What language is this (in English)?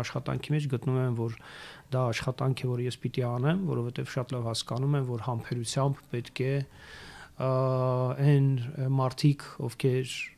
Armenian